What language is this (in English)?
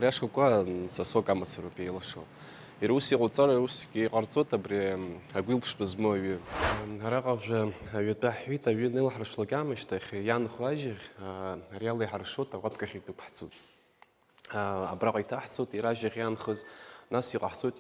Abkhazian